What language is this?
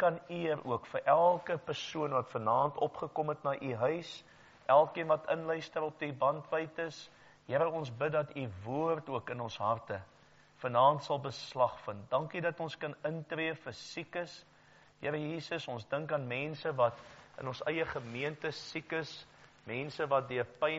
Afrikaans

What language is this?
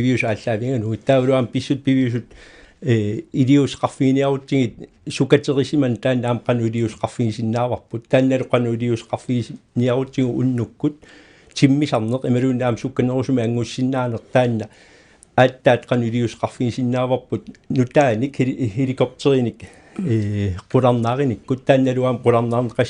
Kalaallisut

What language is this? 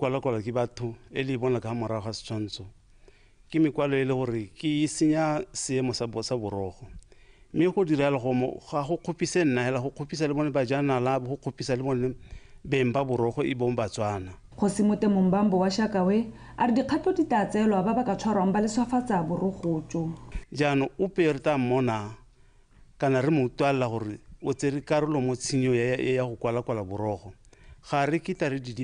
Tswana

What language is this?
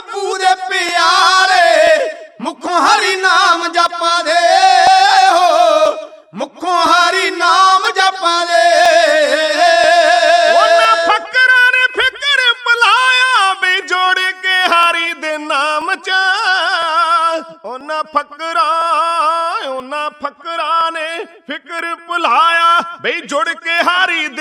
Punjabi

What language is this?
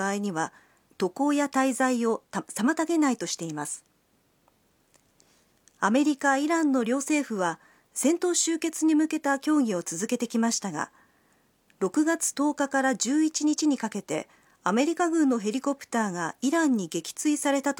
Japanese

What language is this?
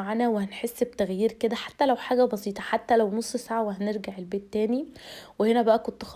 Egyptian Arabic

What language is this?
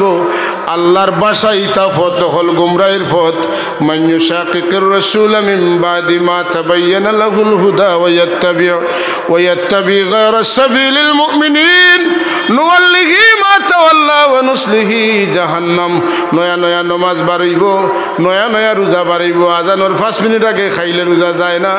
Sylheti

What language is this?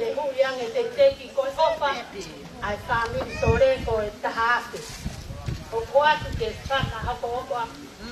Tongan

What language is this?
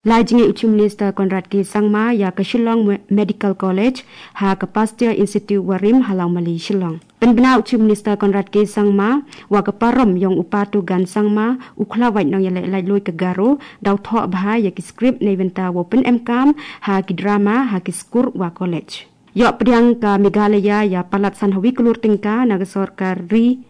Garo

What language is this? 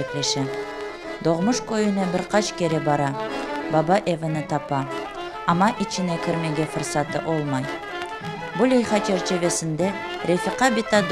Crimean Tatar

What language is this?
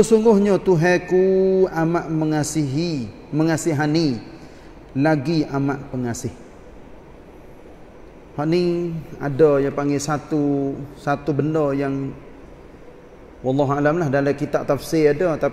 Malay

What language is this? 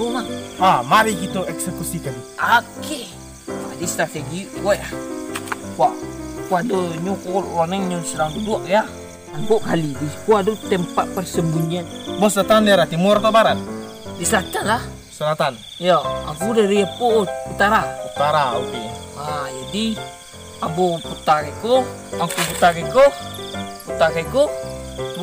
Minangkabau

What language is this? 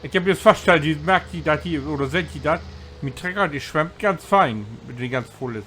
Low German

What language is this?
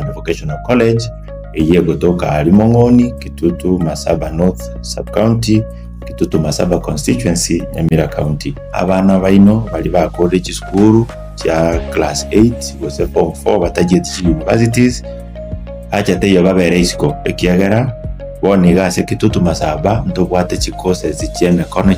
Gusii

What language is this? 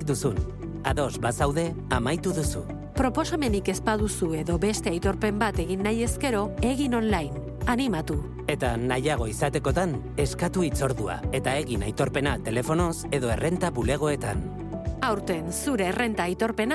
Basque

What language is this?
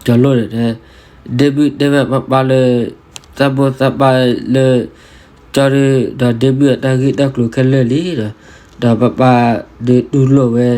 S'gaw Karen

